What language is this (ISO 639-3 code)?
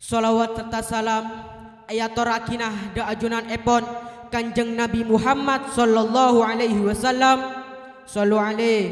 mad